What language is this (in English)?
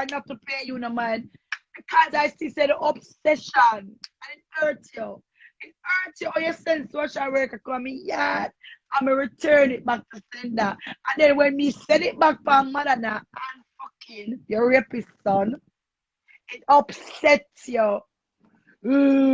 Jamaican Creole English